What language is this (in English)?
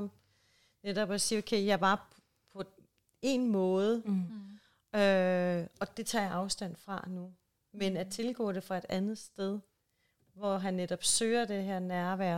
Danish